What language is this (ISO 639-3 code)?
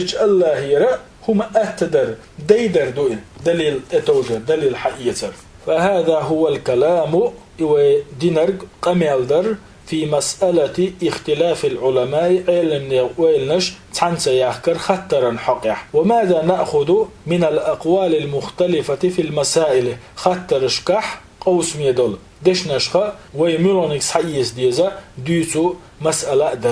che